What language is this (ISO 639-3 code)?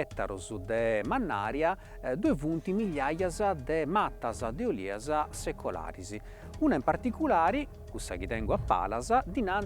srd